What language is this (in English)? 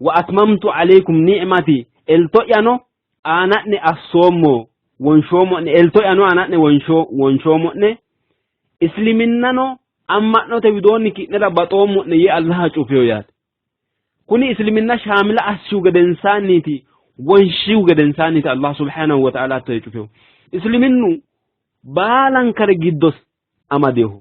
Sidamo